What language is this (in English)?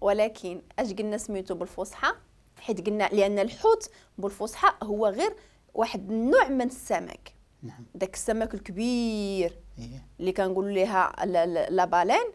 Moroccan Arabic